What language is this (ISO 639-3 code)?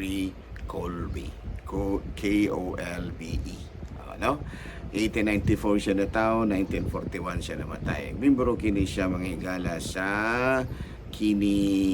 ceb